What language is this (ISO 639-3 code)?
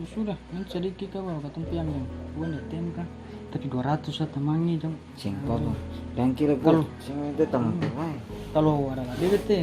abs